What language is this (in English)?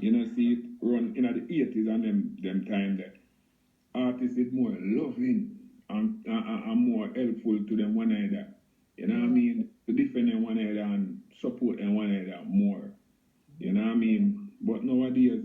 Jamaican Creole English